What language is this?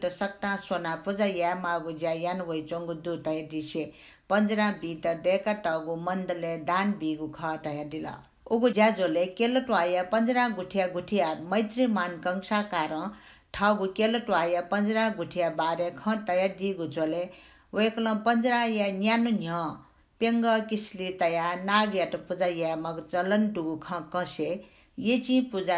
Newari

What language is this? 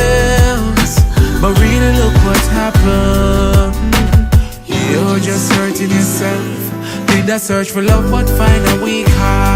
Jamaican Creole English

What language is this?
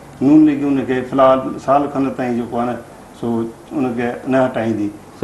Sindhi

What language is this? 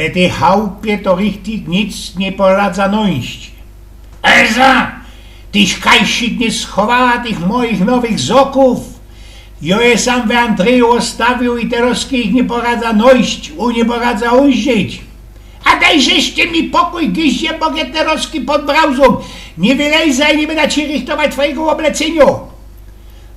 Silesian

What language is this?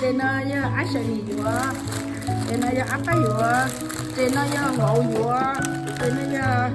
Hmong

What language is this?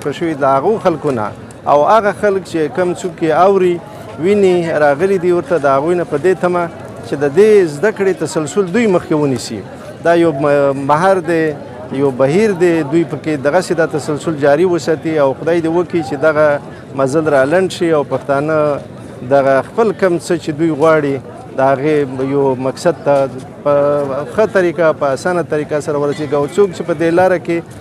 Pashto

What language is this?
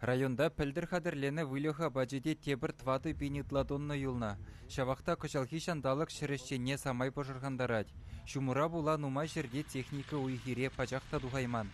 Chuvash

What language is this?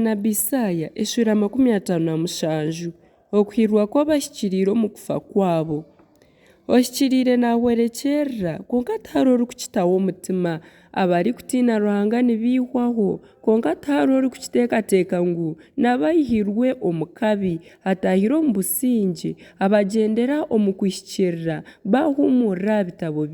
Nyankole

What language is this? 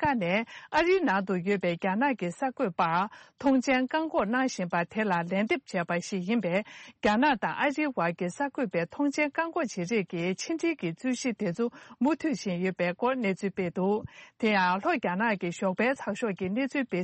Tibetan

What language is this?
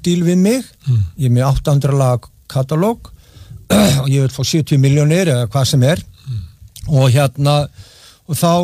Icelandic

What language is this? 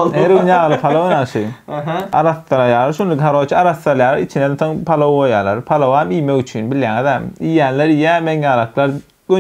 Turkmen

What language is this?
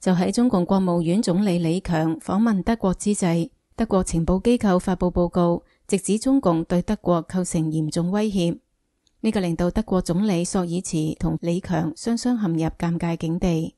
Cantonese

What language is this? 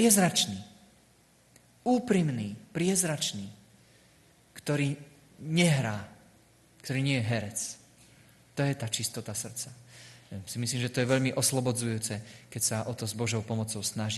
Slovak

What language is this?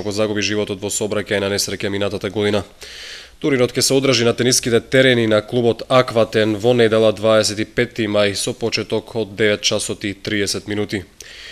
Macedonian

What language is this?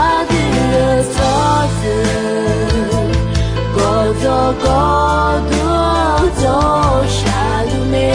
Akha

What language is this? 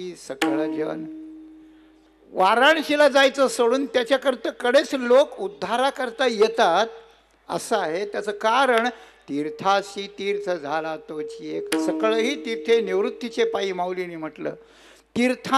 Marathi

